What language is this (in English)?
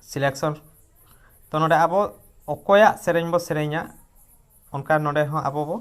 Santali